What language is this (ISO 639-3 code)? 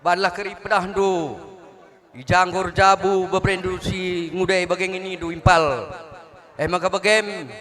btx